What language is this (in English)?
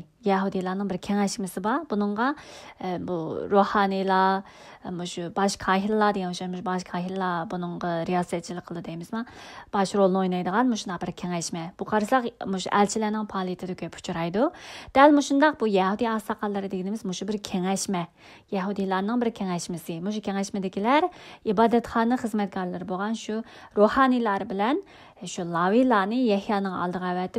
Uyghur